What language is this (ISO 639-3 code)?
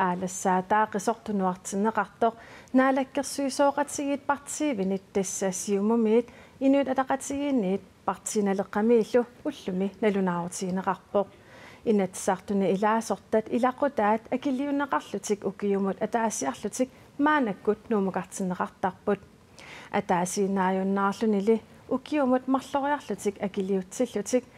kal